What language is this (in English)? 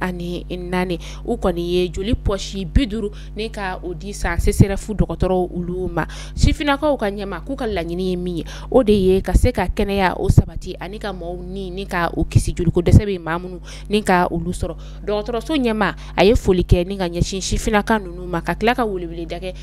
Bambara